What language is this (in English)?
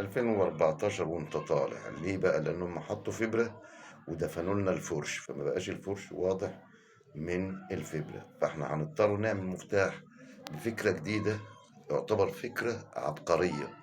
Egyptian Arabic